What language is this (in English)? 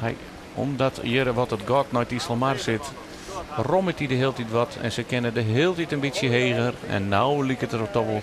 Western Frisian